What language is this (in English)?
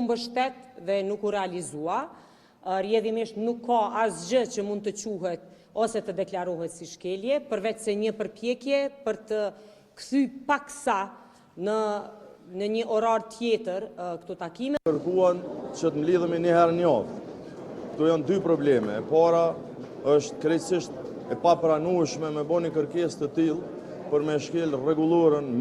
Albanian